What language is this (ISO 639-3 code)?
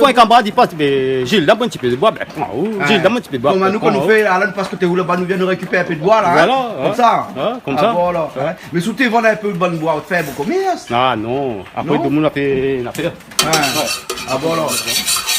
rcf